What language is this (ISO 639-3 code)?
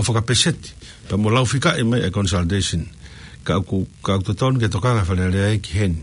ton